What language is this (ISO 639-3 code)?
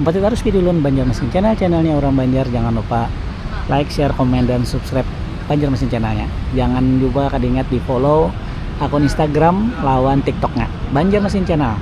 bjn